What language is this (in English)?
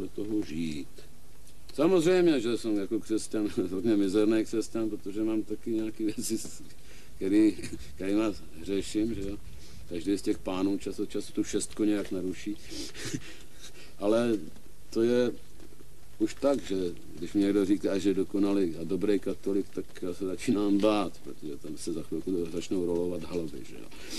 Czech